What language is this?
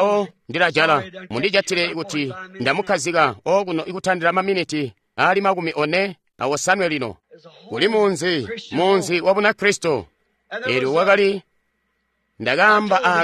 Tonga (Zambia)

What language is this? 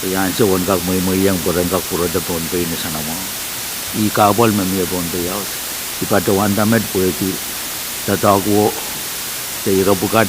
Pohnpeian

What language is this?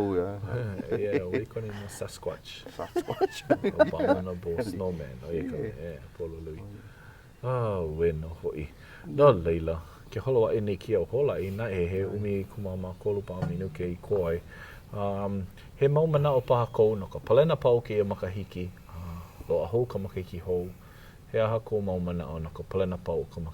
Hawaiian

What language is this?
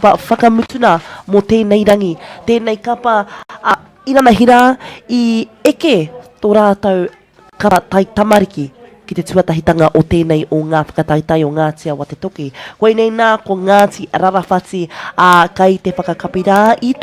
Māori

